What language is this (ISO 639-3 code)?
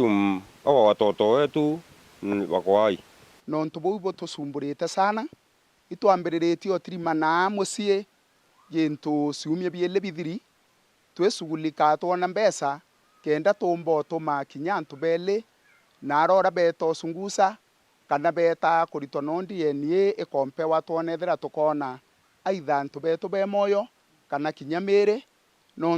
mer